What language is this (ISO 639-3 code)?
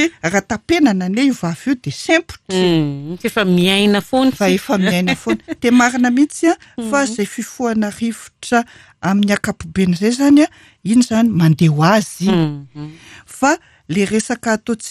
mlg